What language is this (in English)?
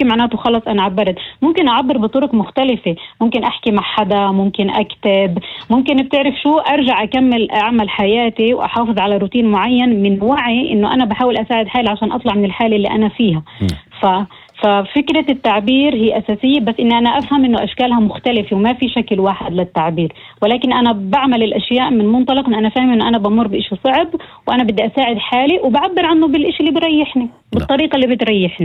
North Levantine Arabic